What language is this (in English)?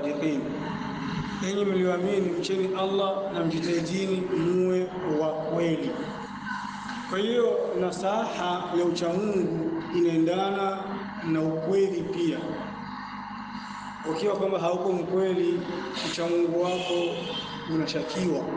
Swahili